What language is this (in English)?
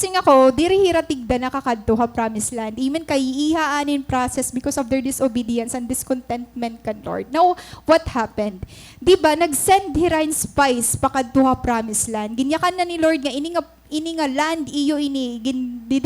Waray